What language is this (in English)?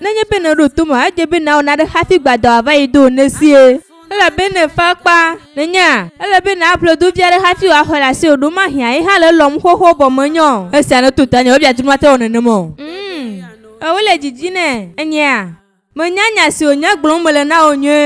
Ewe